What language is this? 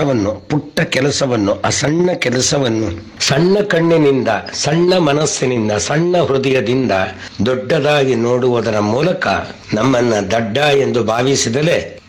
Kannada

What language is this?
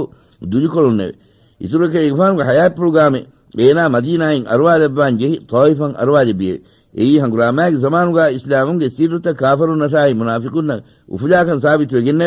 Divehi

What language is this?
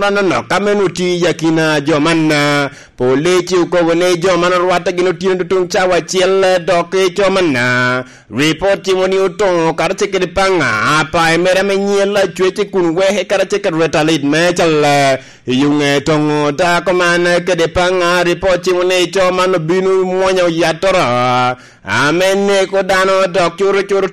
Lango (Uganda)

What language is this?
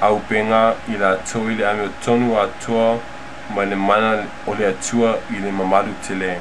Samoan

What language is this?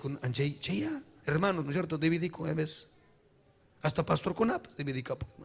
Ayacucho Quechua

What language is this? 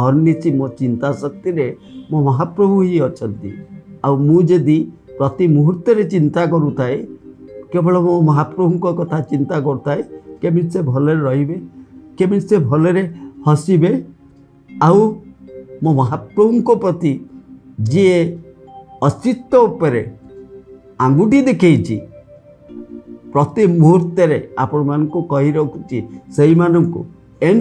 Odia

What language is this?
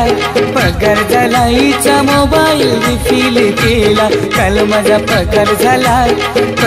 Marathi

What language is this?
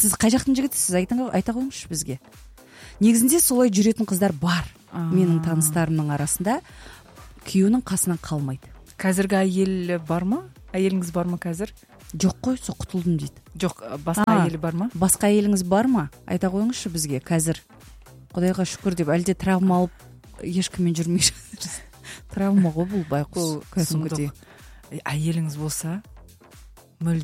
Kazakh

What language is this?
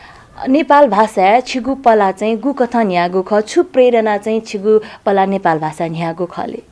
Newari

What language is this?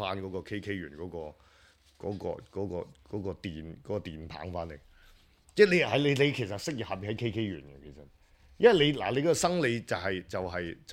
Cantonese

